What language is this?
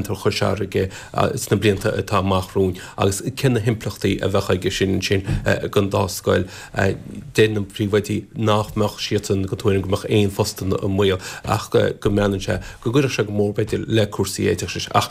Irish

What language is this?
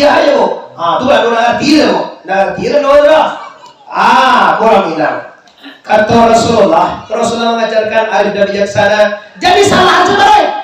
Minangkabau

